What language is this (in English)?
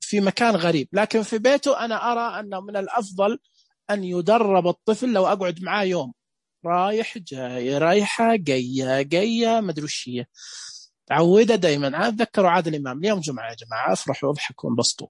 Najdi Arabic